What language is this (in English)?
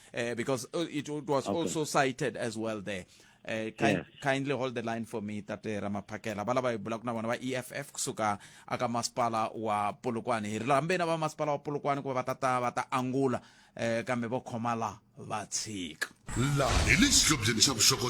Tsonga